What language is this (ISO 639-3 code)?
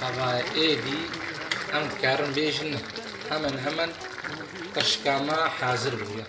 kur